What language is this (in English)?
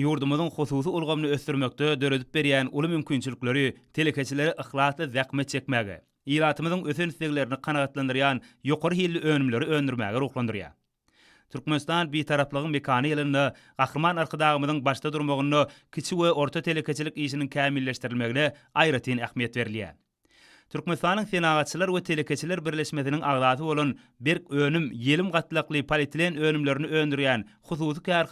Turkmen